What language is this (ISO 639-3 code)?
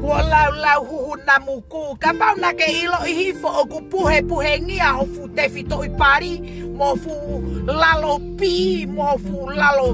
ton